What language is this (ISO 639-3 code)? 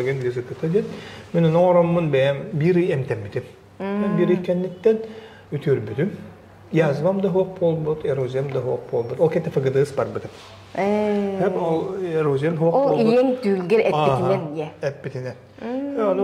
sah